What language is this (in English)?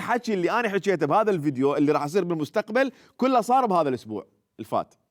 Mesopotamian Arabic